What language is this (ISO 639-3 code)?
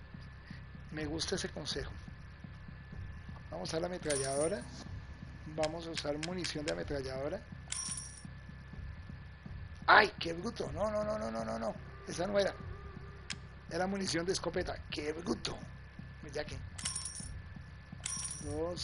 spa